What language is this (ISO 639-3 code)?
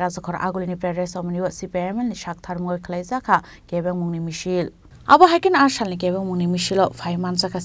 trp